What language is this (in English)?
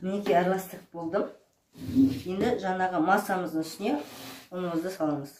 Kazakh